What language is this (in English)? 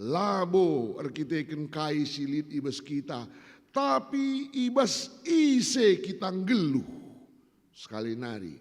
Batak Karo